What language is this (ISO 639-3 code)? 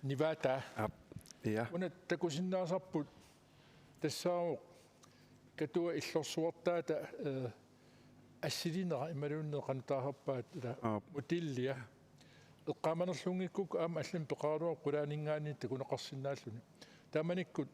kal